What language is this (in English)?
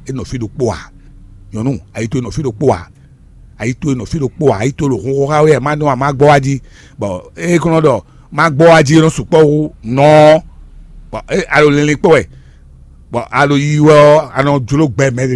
Fon